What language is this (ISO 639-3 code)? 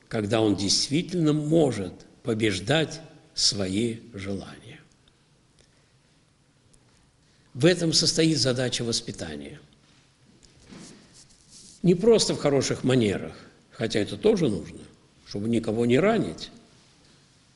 rus